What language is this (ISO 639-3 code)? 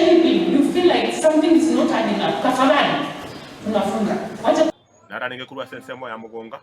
guz